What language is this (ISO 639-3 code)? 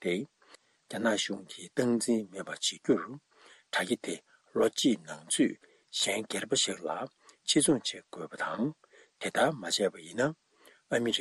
bod